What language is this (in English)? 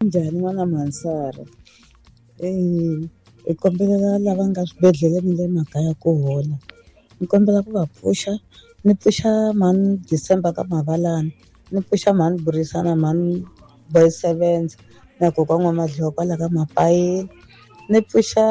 Tsonga